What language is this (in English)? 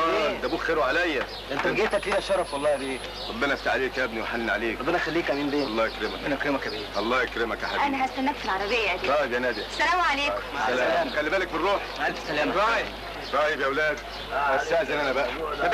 Egyptian Arabic